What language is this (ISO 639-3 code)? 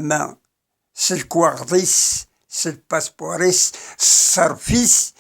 kab